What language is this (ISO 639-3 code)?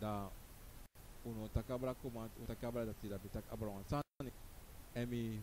srn